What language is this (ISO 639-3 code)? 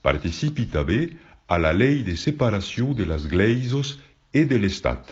oci